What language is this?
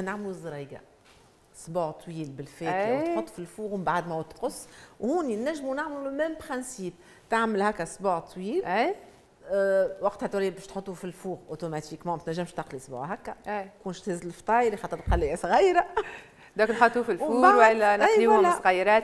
Tunisian Arabic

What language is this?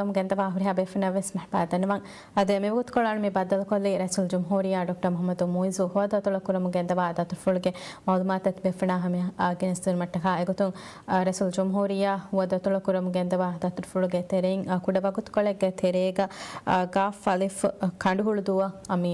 Divehi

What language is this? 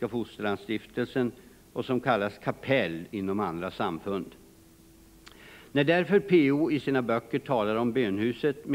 Swedish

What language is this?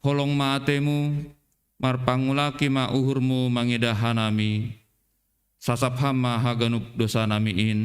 Batak Simalungun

